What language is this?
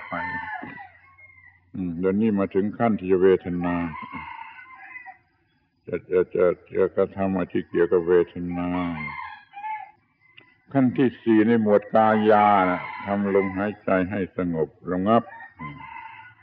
Thai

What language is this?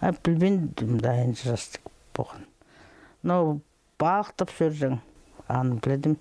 Khakas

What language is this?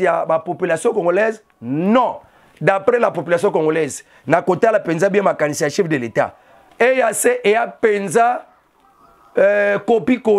Lingala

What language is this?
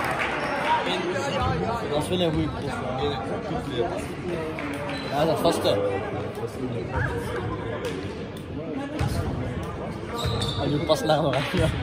Dutch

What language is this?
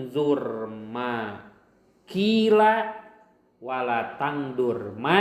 Sundanese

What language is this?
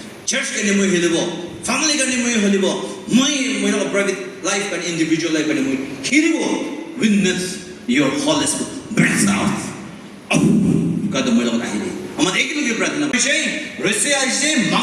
Naga Pidgin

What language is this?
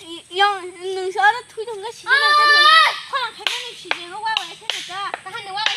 Kok Borok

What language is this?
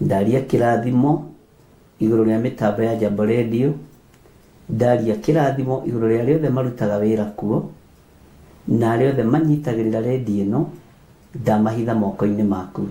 Kikuyu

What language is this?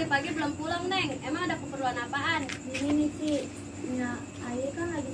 Betawi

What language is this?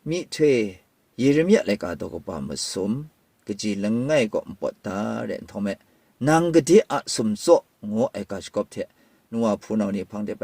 Kachin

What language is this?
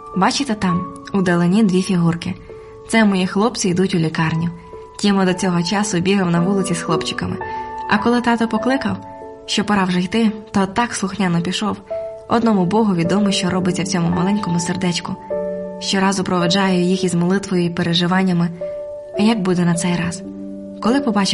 Ukrainian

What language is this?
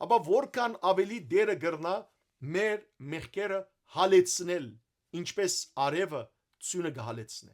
Western Armenian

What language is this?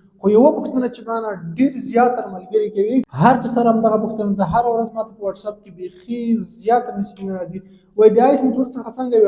Pashto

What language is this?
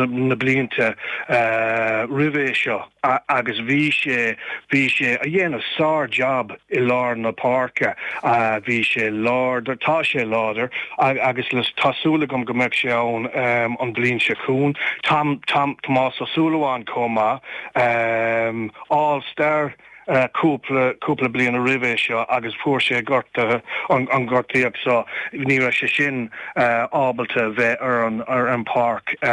Irish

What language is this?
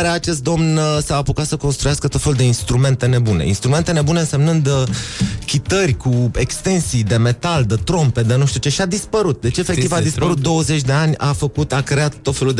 Romanian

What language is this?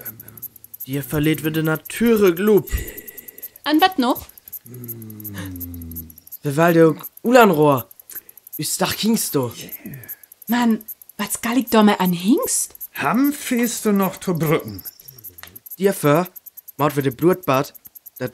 Northern Frisian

